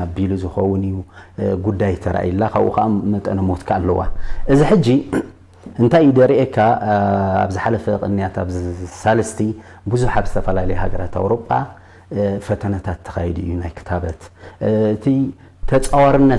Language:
Tigrinya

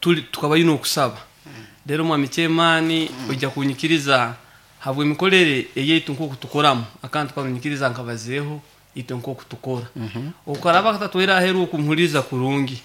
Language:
Nyoro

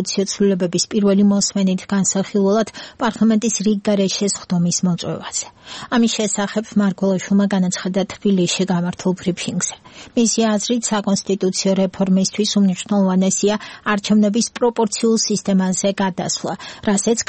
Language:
Georgian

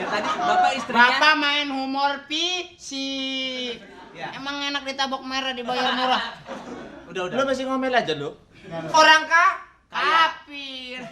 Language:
Betawi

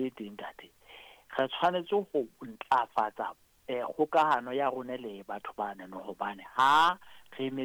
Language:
Southern Sotho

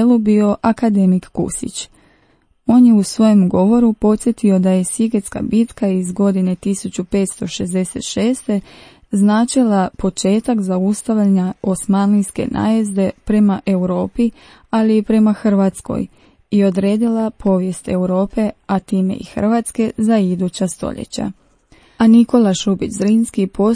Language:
Croatian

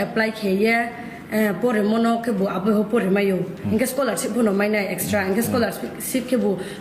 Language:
Riang (India)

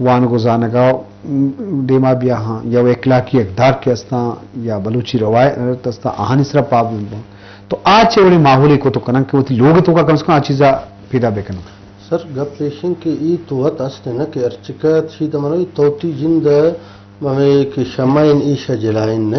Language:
Eastern Balochi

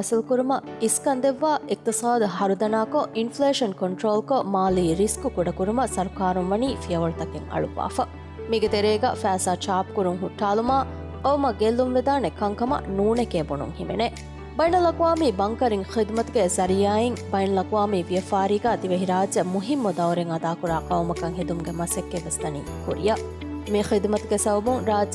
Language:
Divehi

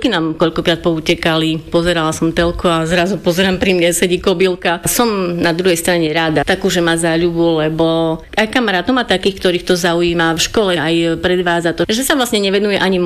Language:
Slovak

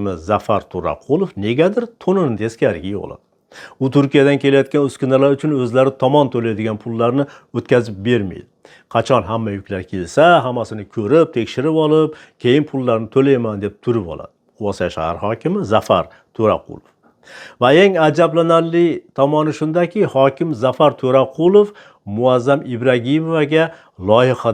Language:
Uzbek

